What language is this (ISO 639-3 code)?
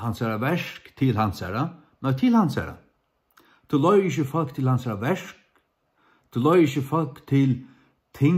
fao